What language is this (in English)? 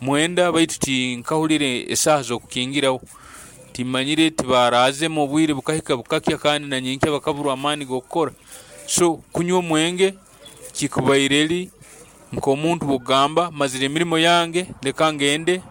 Nyoro